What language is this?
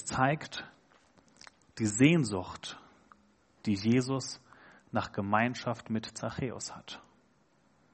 German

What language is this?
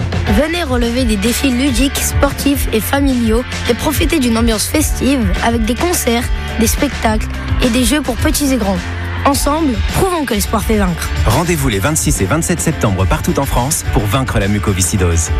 French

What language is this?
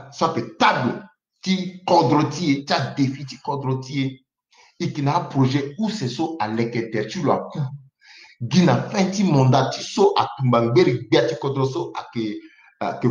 Sango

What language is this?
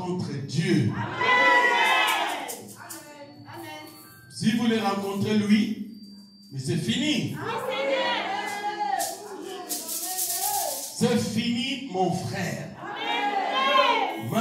French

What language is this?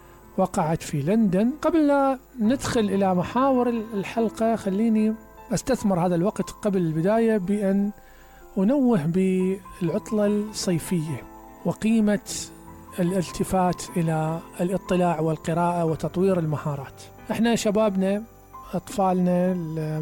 Mesopotamian Arabic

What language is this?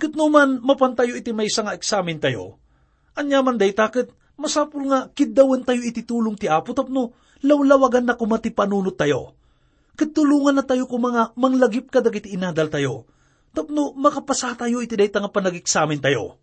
Iloko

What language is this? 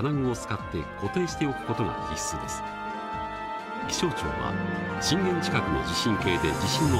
Japanese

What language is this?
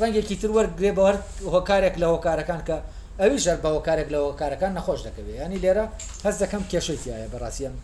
Central Kurdish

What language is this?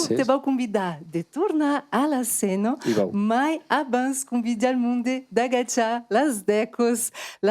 Occitan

